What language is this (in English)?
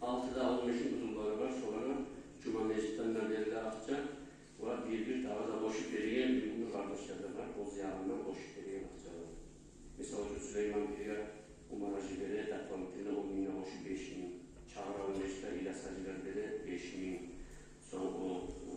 Kumyk